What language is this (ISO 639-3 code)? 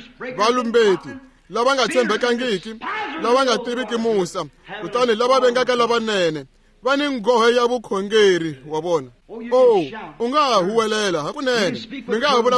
tso